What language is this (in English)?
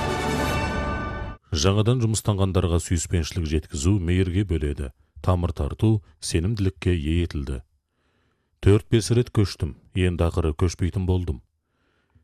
Kazakh